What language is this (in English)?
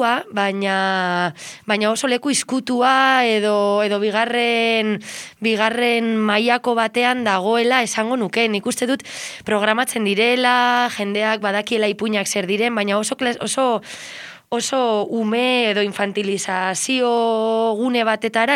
Basque